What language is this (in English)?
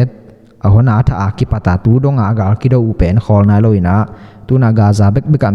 Tedim Chin